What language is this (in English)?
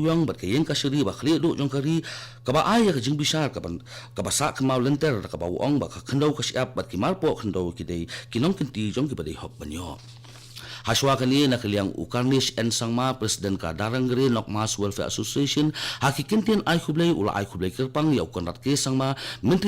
Khasi